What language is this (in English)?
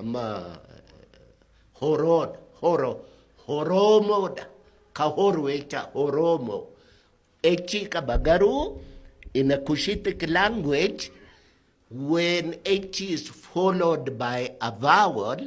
Oromo